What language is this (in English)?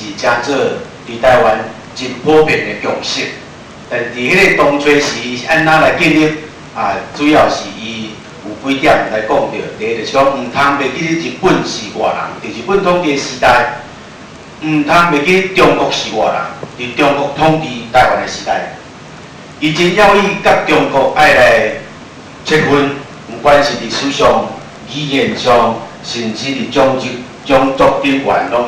Min Nan Chinese